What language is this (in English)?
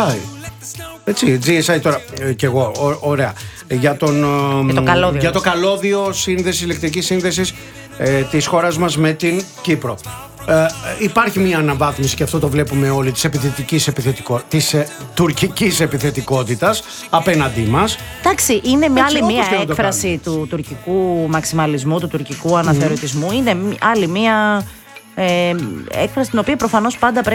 Greek